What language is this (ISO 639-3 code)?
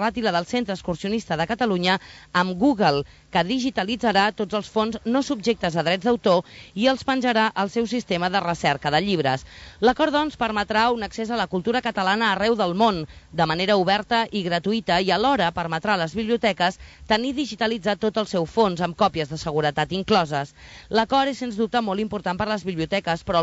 cat